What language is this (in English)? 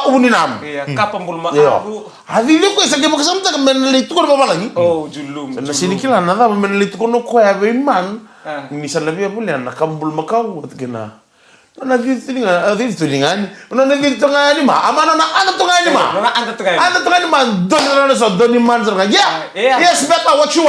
Fijian